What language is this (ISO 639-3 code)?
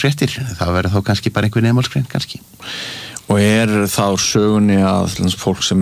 isl